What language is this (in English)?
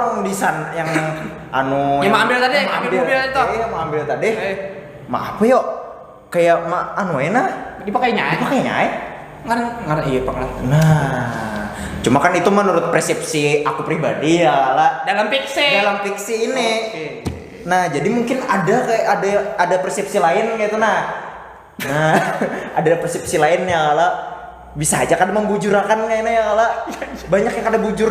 Banjar